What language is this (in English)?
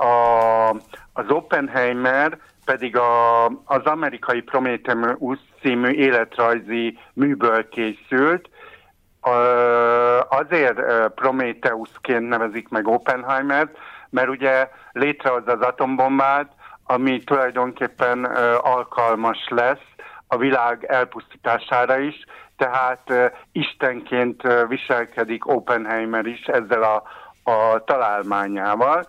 Hungarian